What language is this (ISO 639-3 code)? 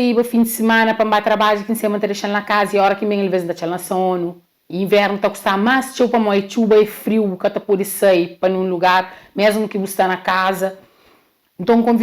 kea